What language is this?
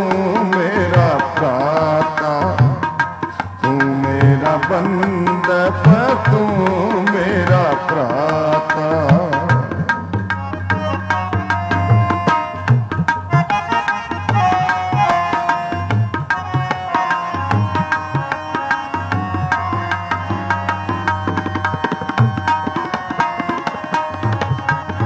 Punjabi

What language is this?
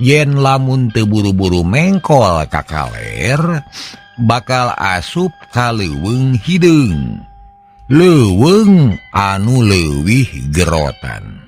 Sundanese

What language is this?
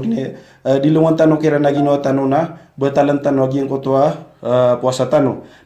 Maranao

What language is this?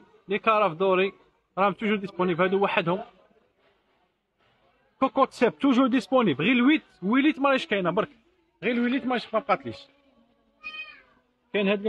Algerian Arabic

